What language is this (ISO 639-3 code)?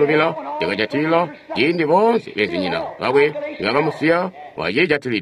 toi